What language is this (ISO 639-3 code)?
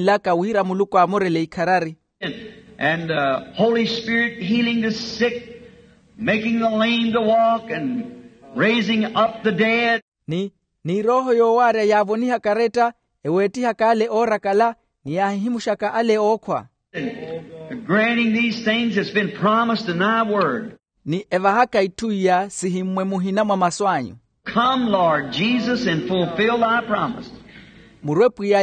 vmw